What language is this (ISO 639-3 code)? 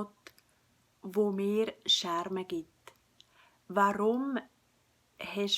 gsw